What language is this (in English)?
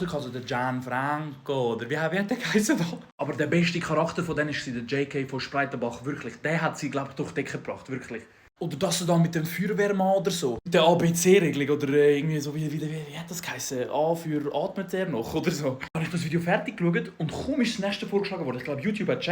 Swiss German